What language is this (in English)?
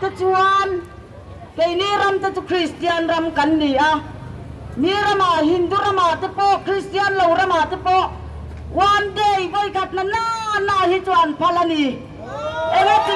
Mizo